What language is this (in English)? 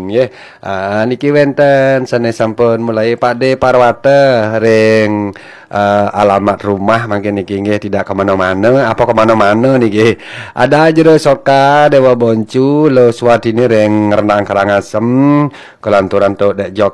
Balinese